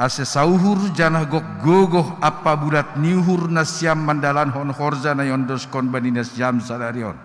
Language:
Batak Simalungun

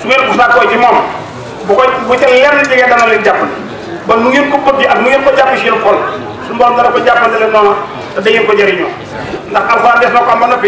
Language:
Wolof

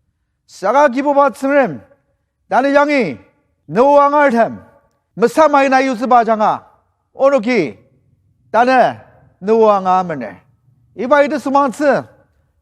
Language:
Ao Naga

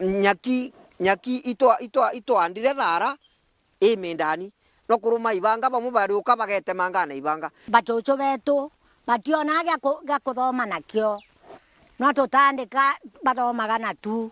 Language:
Meru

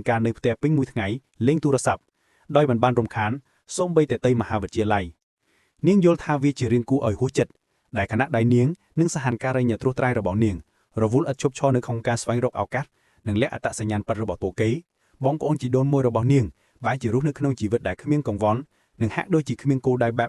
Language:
Khmer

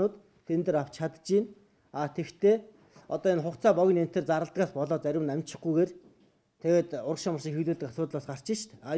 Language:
Mongolian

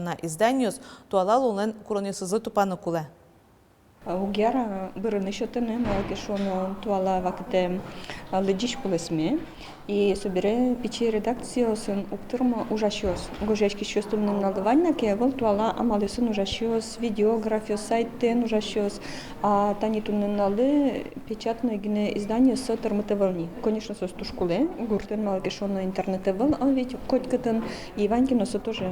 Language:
Udmurt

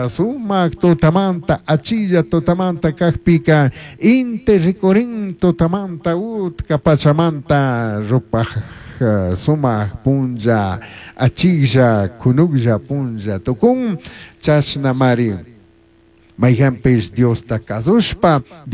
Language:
Chimborazo Highland Quichua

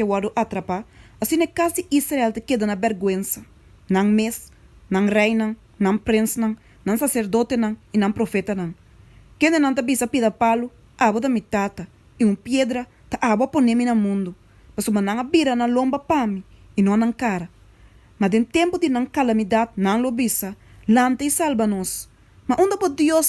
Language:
Papiamento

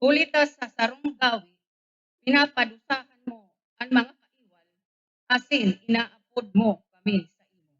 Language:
Bikol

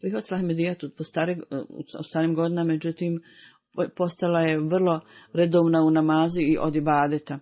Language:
Bosnian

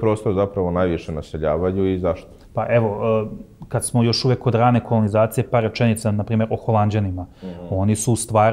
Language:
Serbian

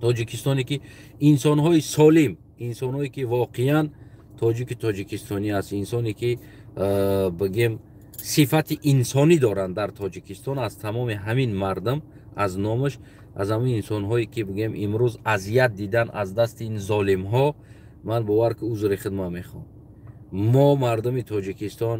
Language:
Tajik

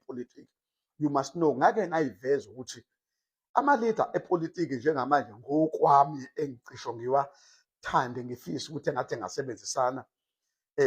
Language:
Zulu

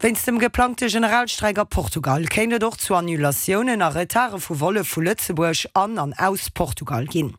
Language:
Luxembourgish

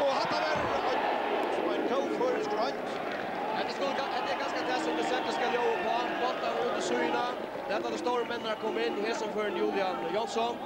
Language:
Faroese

